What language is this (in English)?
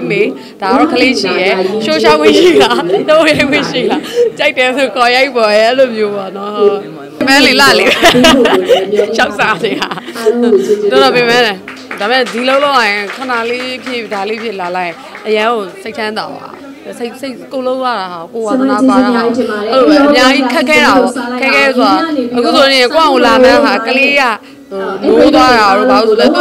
Burmese